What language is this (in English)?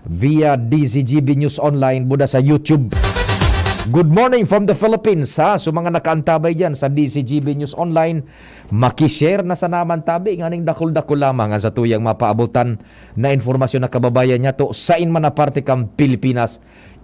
Bikol